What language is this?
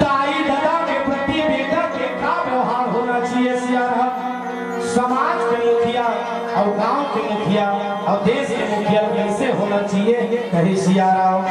Chhattisgarhi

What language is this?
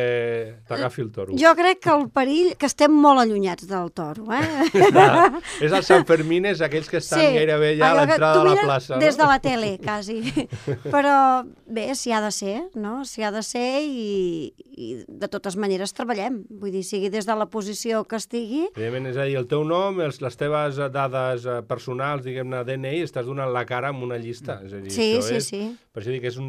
Catalan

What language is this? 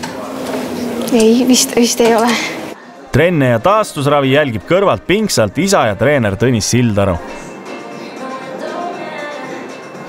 Estonian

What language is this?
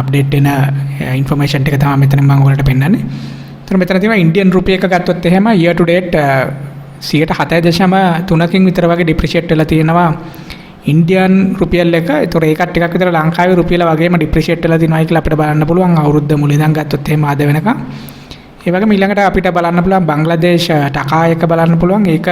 Sinhala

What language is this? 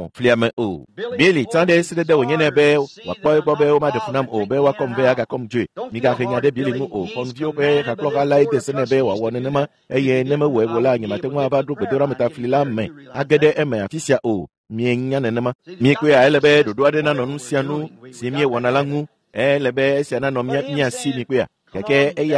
Ewe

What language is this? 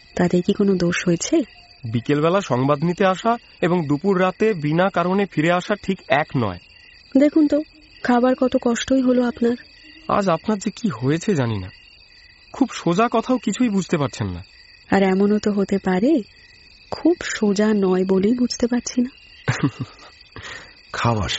Bangla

